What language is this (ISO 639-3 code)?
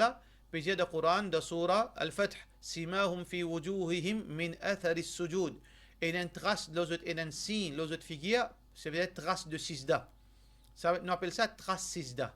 mfe